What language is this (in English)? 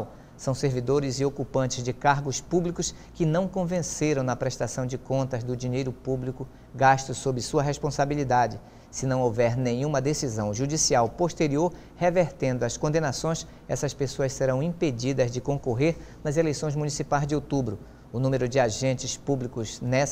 Portuguese